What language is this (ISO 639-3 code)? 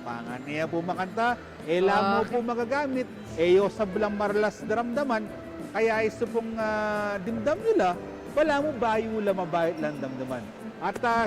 pam